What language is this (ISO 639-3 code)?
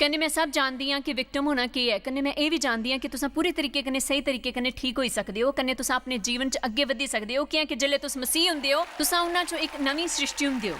doi